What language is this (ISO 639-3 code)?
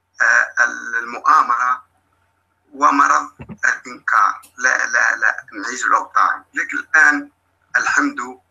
ara